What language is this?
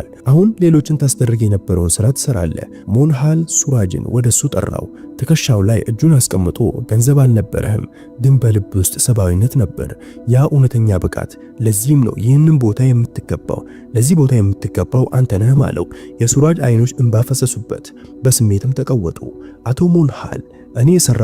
Amharic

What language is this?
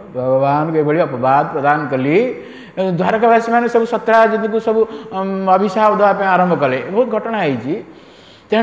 Odia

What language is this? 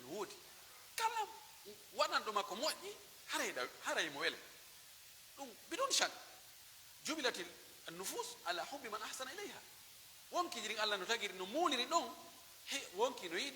Pular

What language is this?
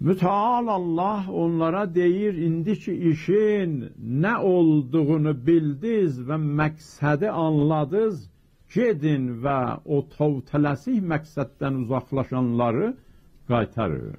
South Azerbaijani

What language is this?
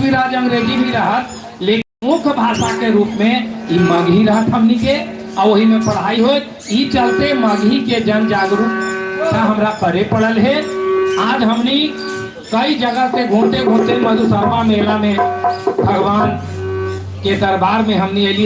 Magahi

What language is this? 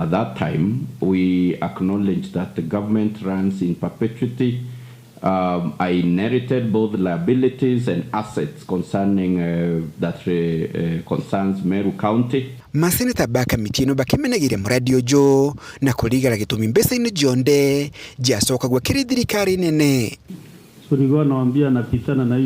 Meru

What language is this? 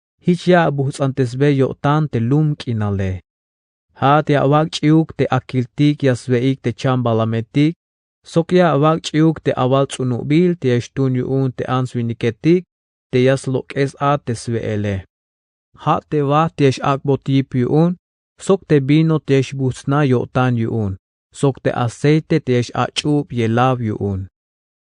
Tzeltal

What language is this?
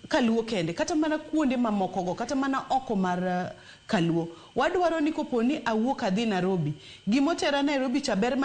Luo (Kenya and Tanzania)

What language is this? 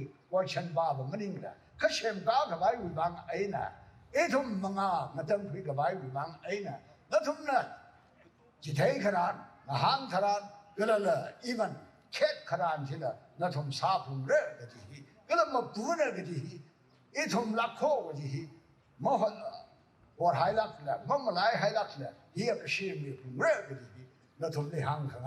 Tangkhul Naga (India)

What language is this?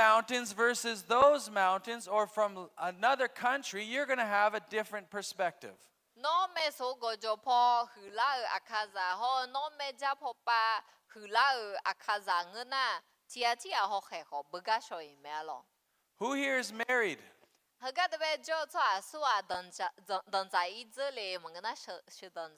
Akha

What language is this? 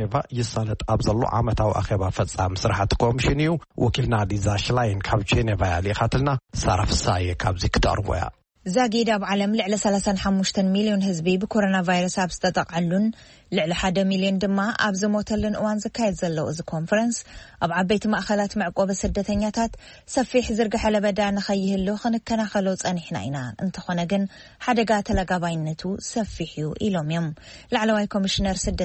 Tigrinya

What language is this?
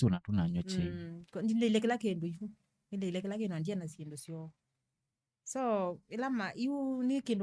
Kamba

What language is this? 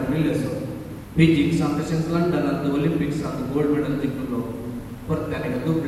Konkani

